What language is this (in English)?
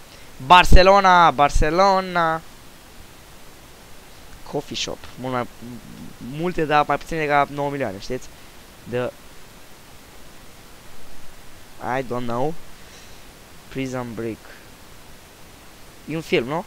Romanian